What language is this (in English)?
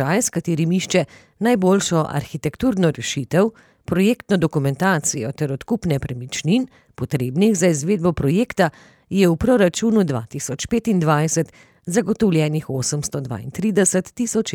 Slovenian